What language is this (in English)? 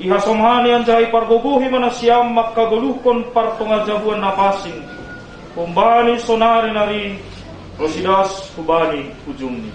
Batak Simalungun